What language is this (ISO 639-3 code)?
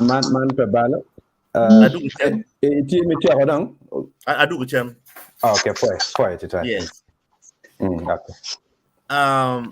ach